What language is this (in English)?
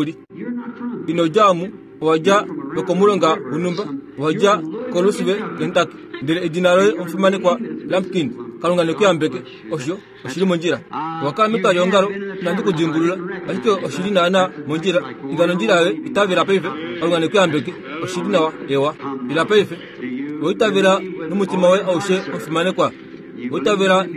Kuanyama